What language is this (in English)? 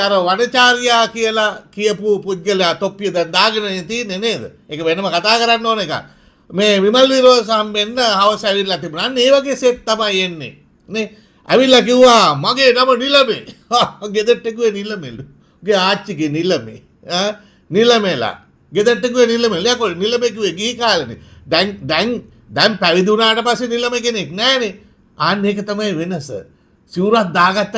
Sinhala